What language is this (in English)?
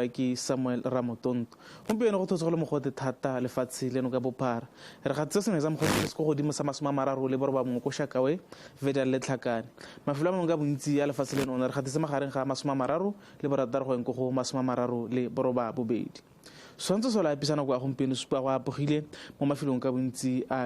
Tswana